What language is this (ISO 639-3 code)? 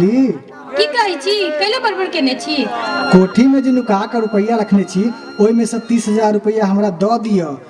mai